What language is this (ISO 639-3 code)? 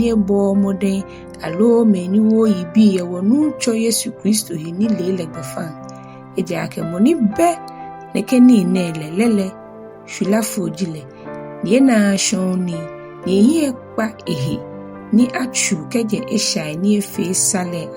gaa